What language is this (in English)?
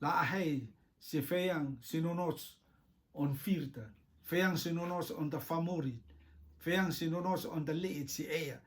Rotuman